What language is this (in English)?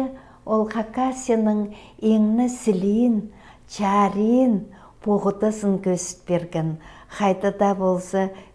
Khakas